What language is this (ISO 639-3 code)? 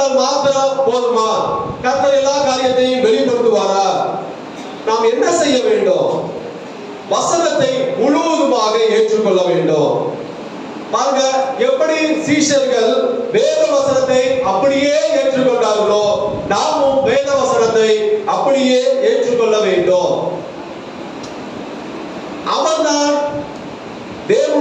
tam